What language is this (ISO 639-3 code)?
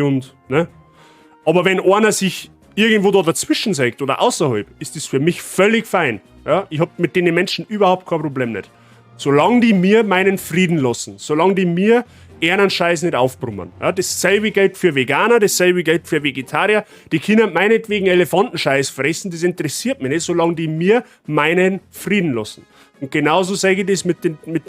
bar